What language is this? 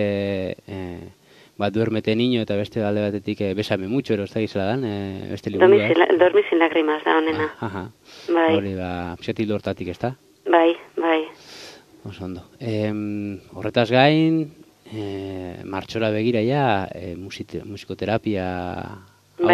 Basque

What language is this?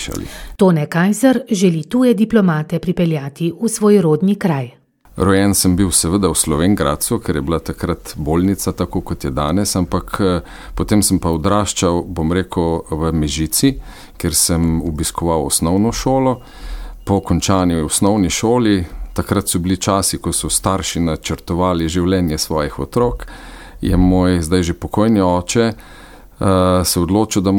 Slovenian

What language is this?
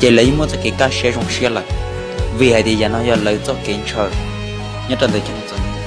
Hmong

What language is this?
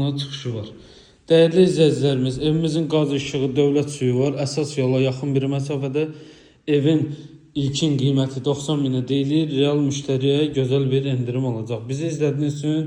Azerbaijani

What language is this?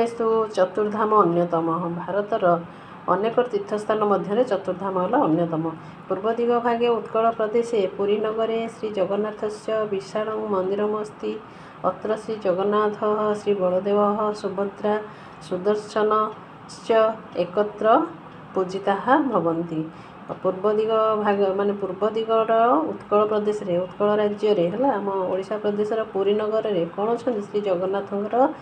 Odia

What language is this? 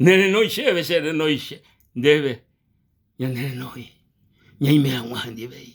Guarani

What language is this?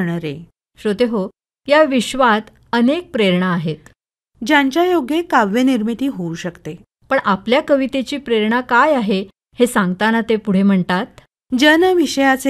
Marathi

